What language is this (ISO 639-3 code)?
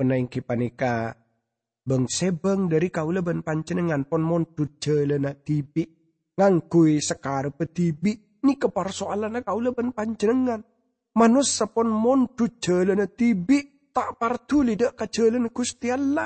mad